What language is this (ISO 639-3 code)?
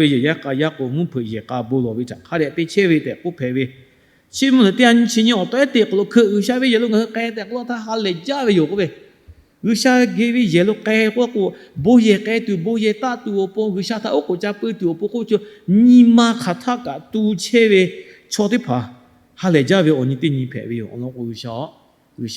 lhu